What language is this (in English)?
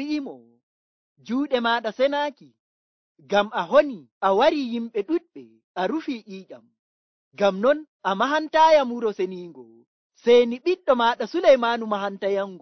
Nigerian Fulfulde